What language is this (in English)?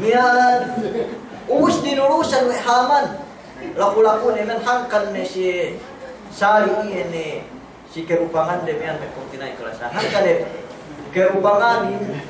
Yakan